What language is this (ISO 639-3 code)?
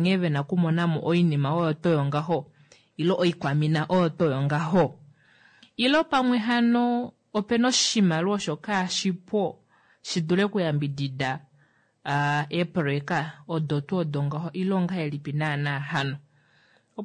kua